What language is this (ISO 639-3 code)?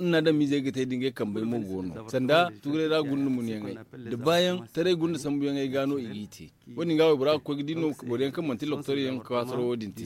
dje